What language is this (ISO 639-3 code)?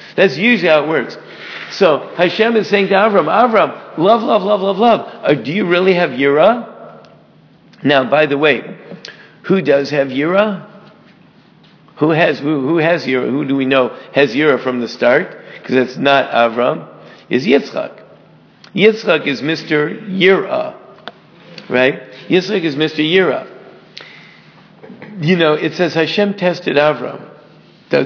eng